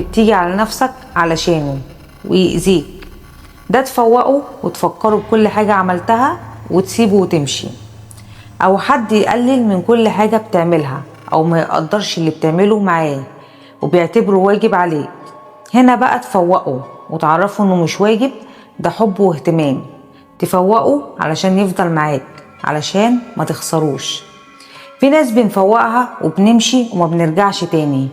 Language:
Egyptian Arabic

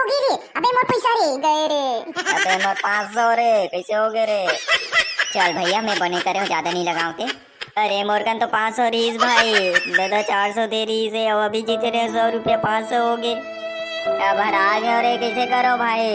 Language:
Chhattisgarhi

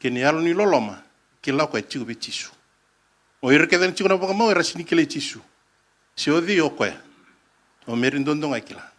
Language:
Fijian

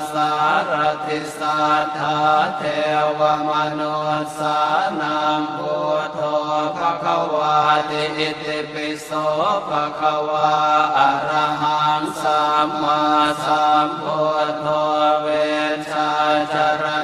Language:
Pali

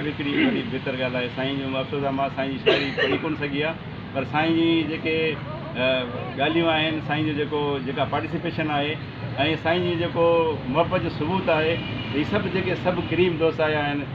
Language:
Sindhi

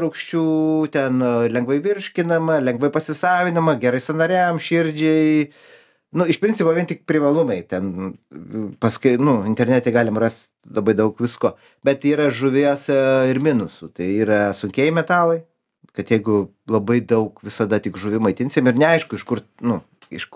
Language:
Lithuanian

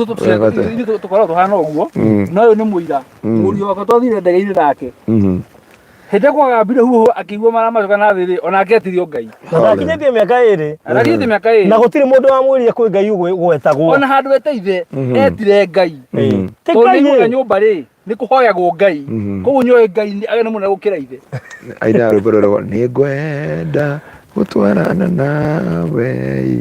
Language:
Kikuyu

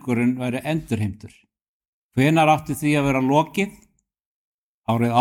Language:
Icelandic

